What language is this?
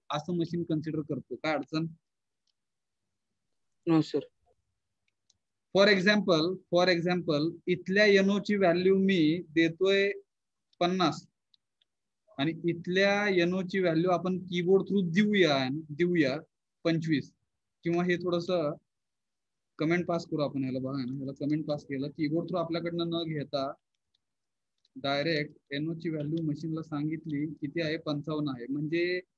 Marathi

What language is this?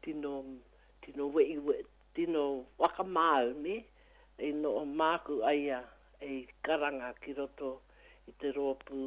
Māori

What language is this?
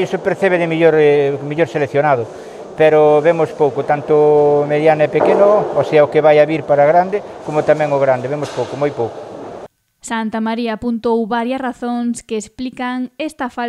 Galician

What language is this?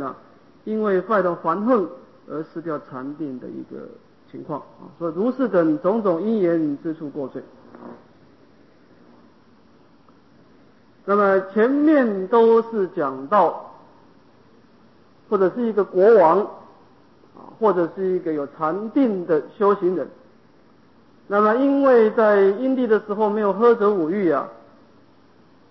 Chinese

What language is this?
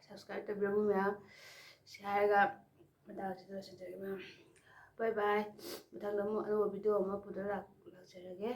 Manipuri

